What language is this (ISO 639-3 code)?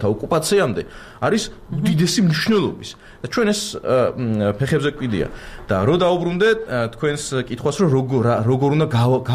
kat